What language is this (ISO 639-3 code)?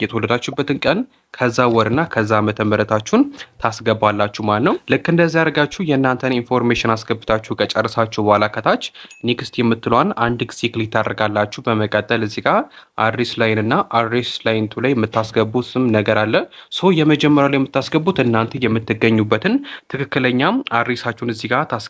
amh